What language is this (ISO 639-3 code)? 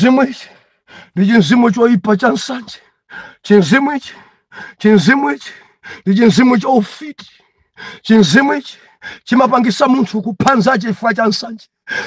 nya